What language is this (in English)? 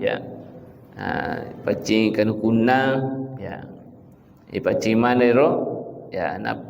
Buginese